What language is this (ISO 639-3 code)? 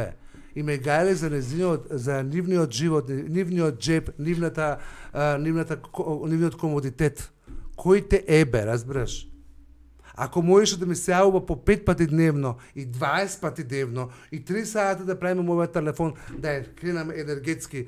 mkd